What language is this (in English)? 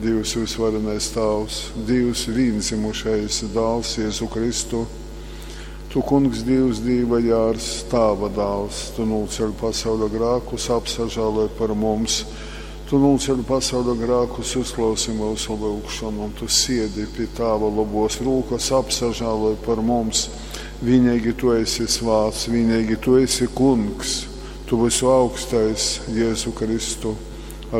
Latgalian